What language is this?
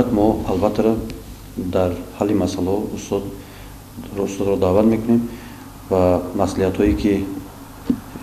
Tajik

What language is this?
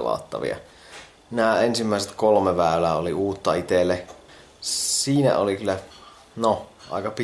Finnish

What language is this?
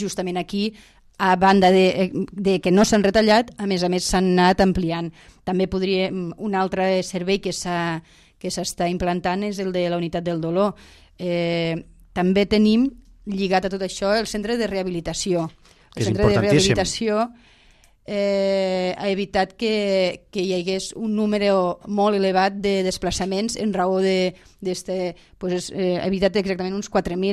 Catalan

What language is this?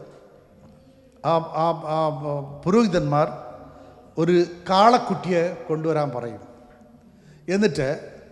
Malayalam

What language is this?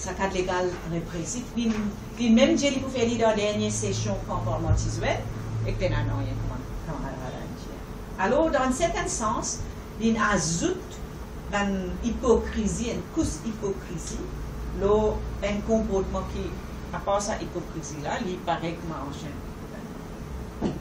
Morisyen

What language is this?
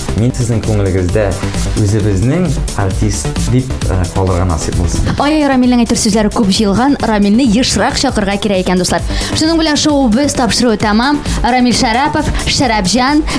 Tatar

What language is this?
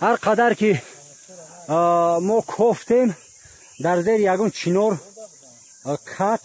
Tajik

